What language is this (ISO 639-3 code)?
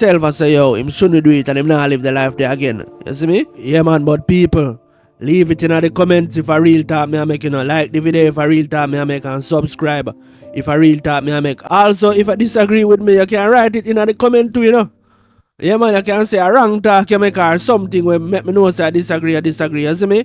jam